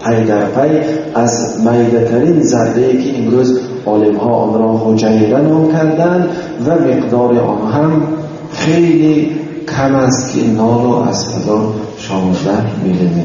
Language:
Tajik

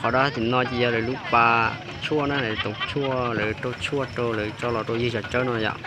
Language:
Hmong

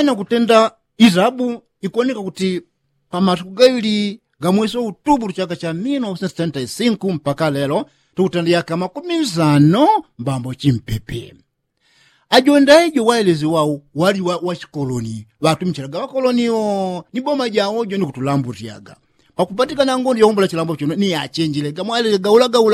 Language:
Yao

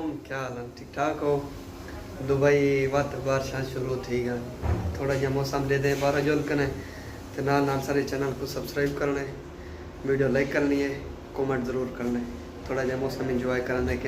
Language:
Saraiki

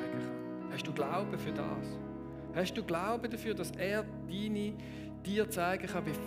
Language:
Swiss German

